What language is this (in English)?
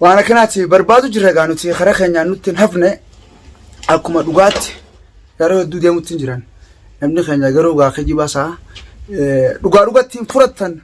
Oromo